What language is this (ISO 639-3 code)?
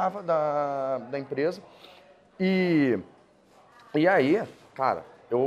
por